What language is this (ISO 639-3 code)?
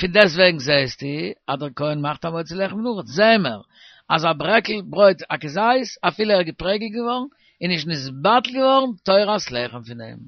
yid